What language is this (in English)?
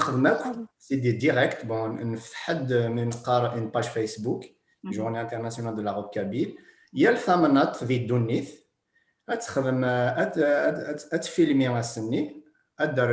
Kabyle